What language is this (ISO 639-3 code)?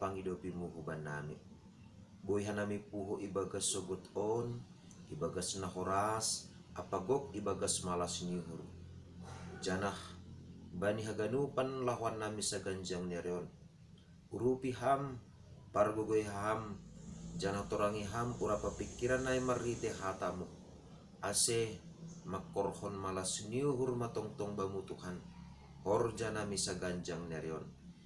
bts